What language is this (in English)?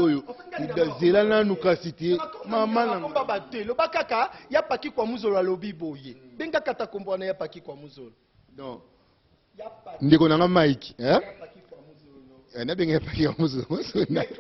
Lingala